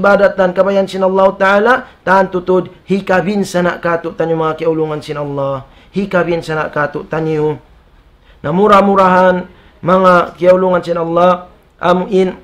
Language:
Tausug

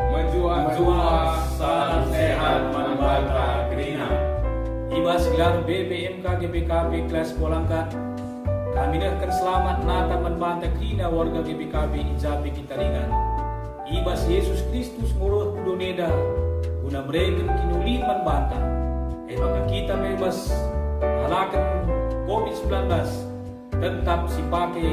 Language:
Batak Karo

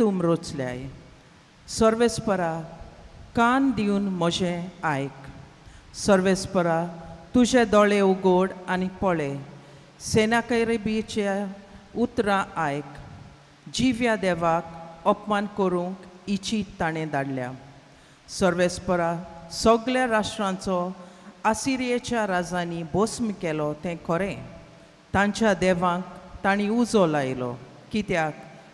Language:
Konkani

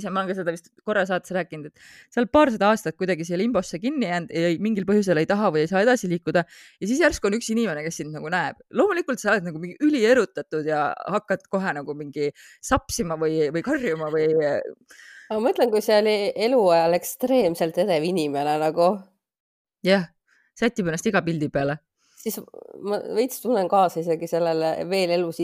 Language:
Estonian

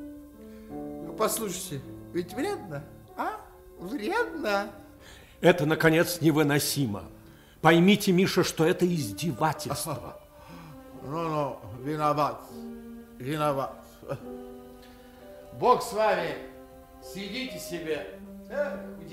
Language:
Russian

